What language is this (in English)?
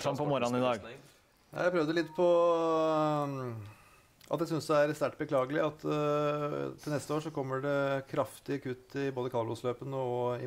Norwegian